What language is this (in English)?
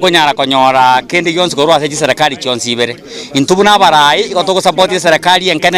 Gusii